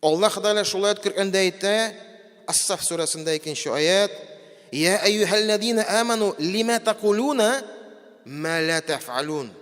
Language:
Tatar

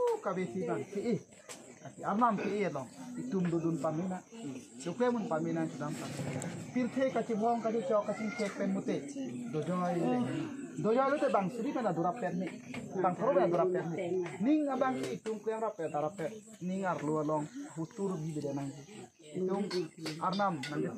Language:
Karbi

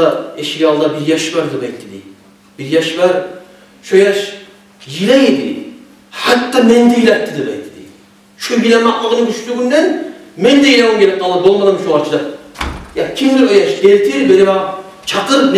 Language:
Kumyk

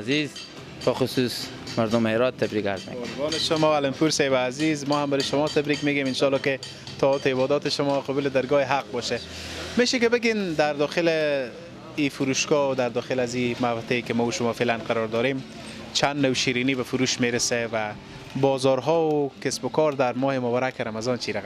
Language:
Persian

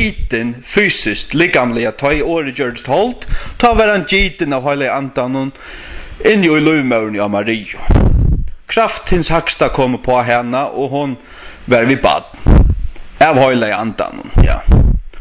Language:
Faroese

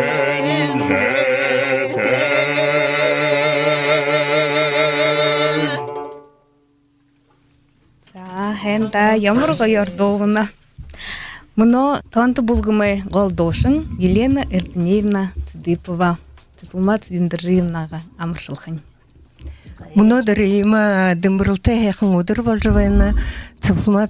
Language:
Buriat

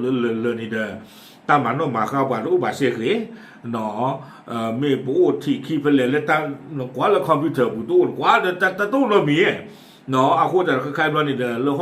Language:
S'gaw Karen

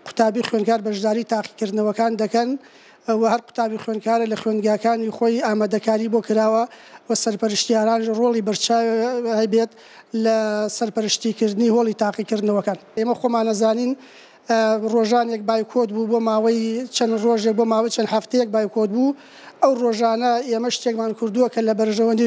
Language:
Central Kurdish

